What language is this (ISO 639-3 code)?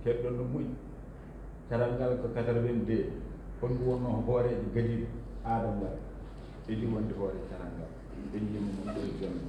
ful